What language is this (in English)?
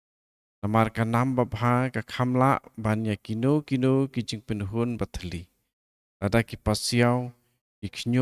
Khasi